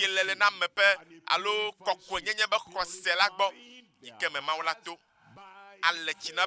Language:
Ewe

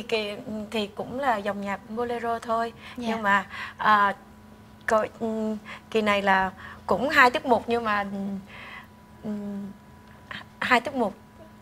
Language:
Vietnamese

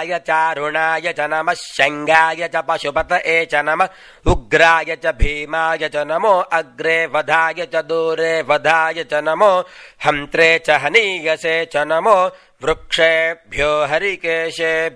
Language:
Sanskrit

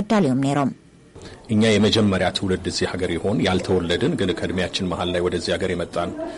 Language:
Tigrinya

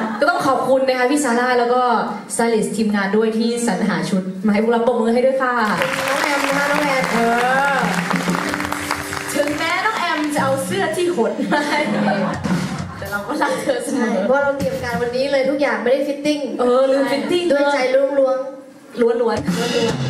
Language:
Thai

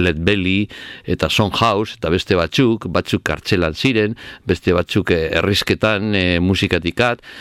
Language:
Basque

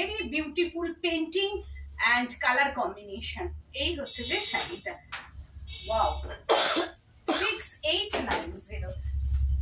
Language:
Bangla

